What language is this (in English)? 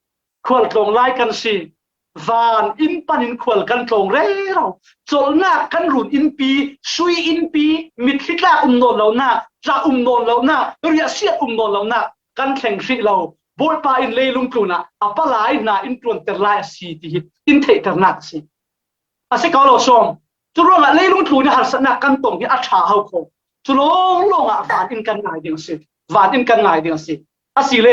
Falam Chin